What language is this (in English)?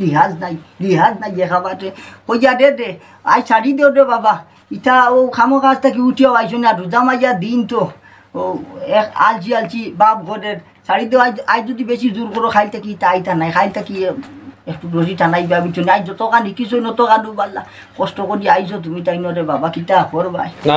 Sylheti